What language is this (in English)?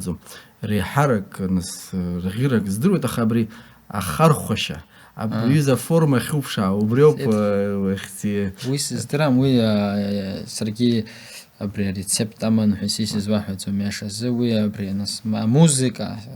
Abkhazian